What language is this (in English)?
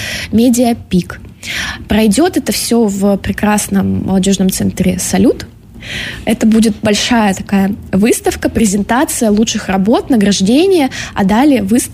Russian